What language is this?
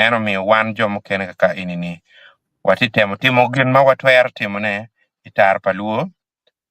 Acoli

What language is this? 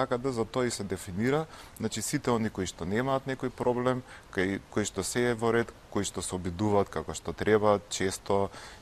Macedonian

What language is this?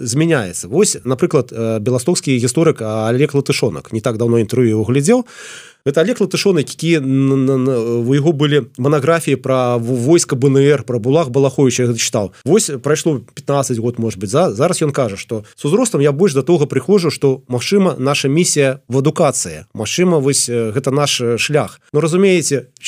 Belarusian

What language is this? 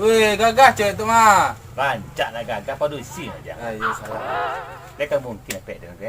Minangkabau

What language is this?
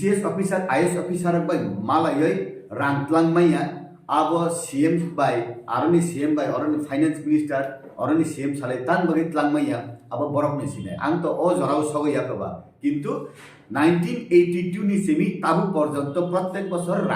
Kok Borok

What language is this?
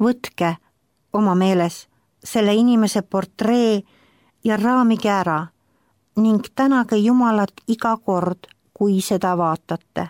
Estonian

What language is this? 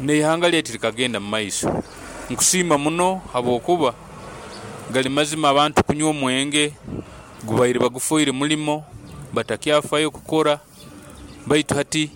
Nyoro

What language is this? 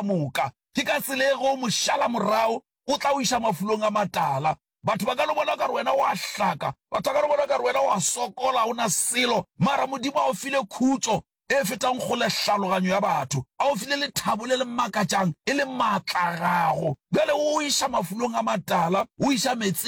Northern Sotho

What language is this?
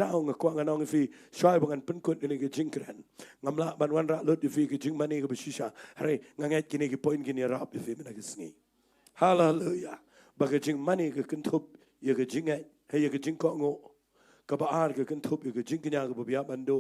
Khasi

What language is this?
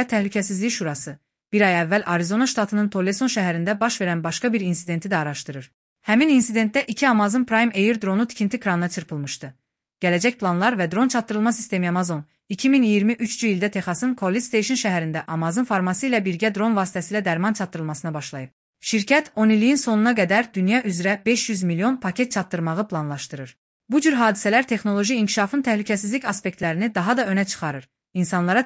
Azerbaijani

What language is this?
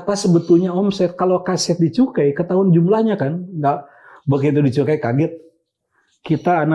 Indonesian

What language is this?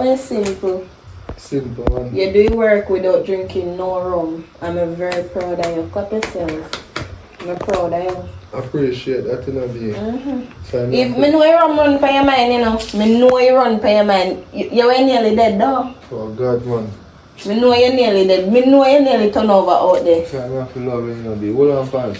Jamaican Creole English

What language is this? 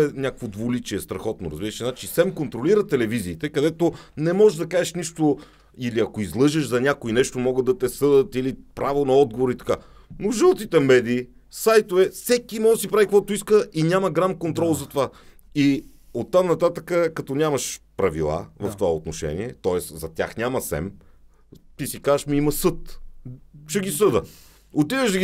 Bulgarian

